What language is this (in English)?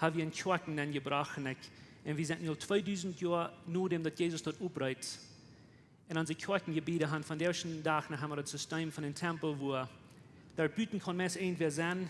Plautdietsch